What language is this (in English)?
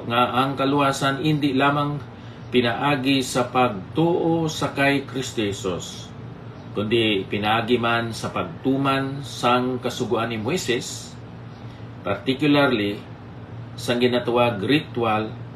Hiligaynon